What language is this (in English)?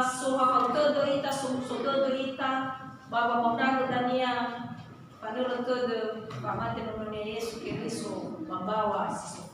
Nias